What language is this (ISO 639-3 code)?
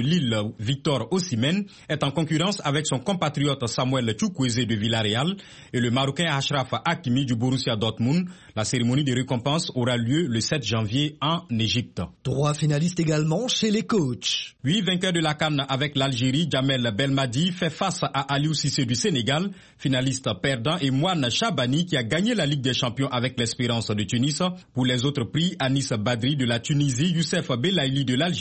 fra